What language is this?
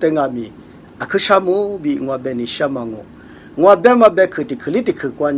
Lisu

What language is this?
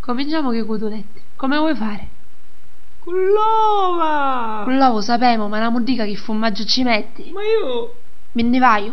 Sicilian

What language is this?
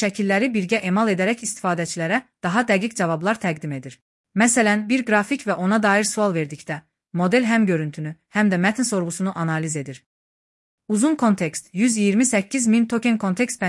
Azerbaijani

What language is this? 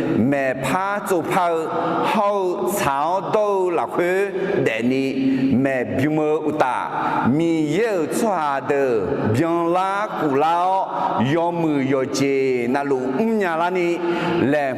Akha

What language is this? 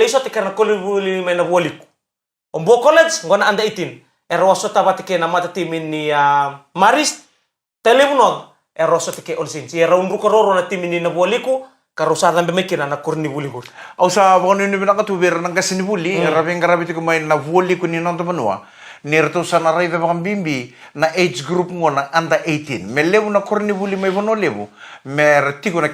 Fijian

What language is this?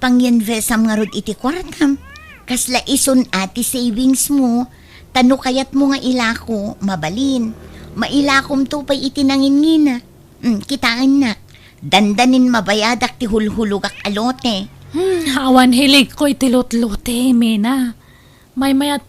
Iloko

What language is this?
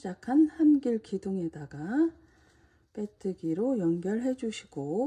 Korean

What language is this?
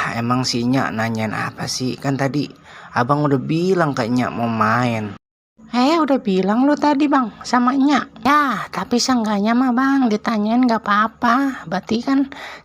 Betawi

